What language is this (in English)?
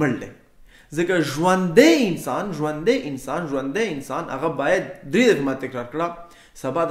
Pashto